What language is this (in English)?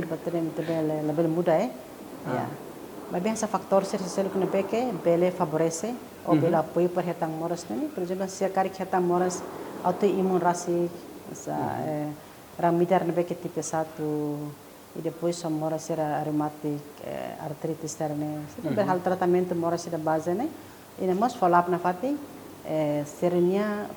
Tetum